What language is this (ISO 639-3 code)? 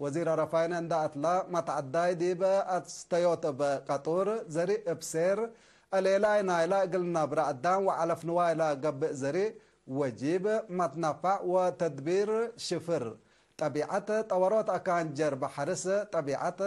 tig